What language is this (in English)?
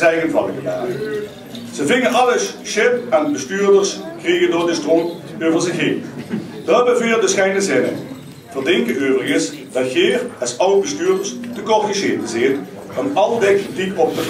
Limburgish